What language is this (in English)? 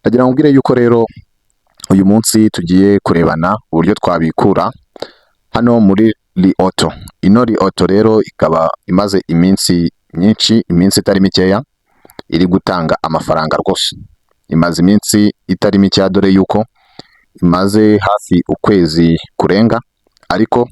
Kinyarwanda